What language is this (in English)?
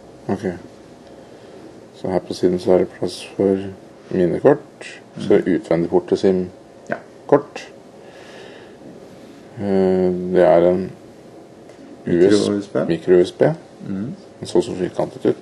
Norwegian